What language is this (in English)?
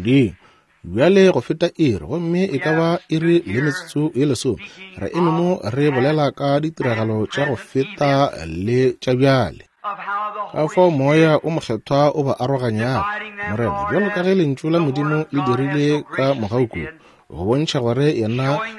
Northern Sotho